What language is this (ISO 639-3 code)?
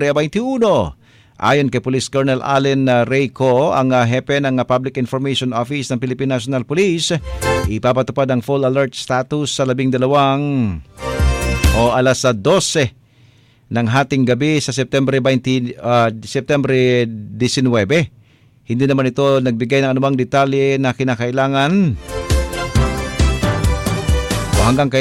fil